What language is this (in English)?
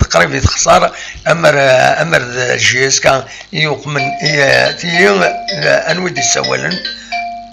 Kabyle